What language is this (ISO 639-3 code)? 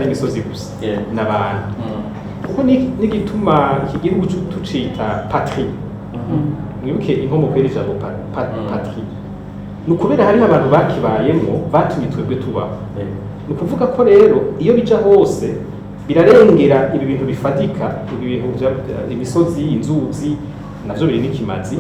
run